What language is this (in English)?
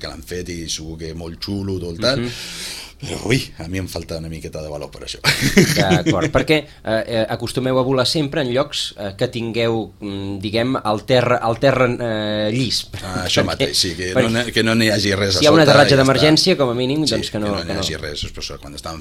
Catalan